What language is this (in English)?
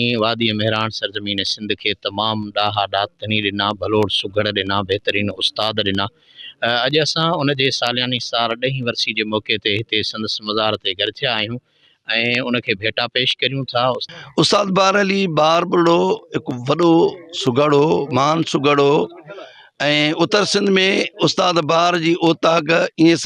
Sindhi